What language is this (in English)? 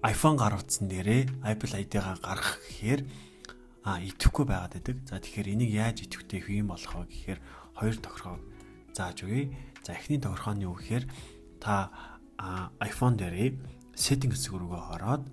Mongolian